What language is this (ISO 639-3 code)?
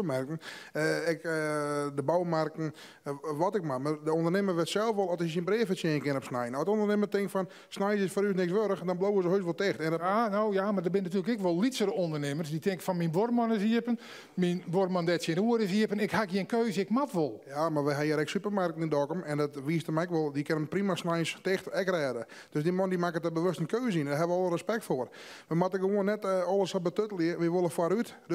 fry